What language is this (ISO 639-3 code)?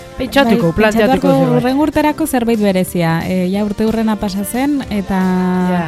eus